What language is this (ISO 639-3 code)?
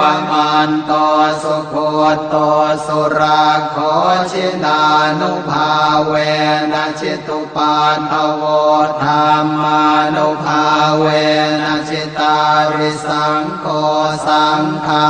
pli